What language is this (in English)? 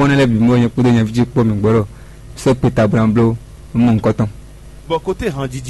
Fon